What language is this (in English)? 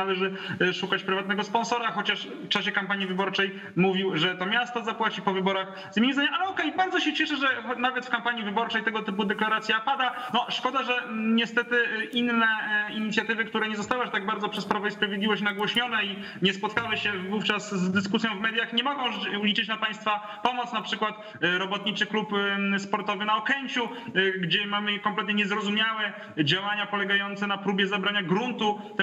Polish